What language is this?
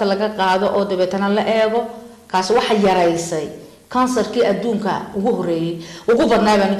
Somali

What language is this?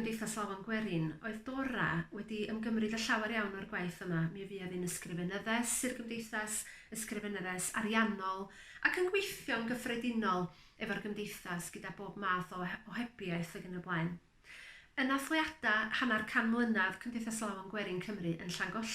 Welsh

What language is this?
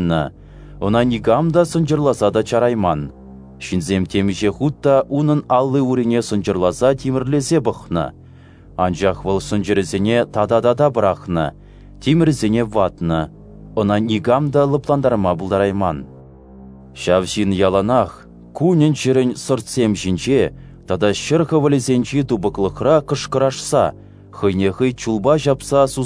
Chuvash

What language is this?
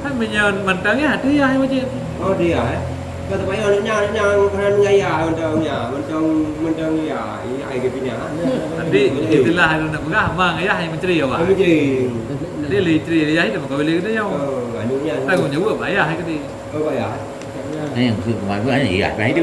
Achinese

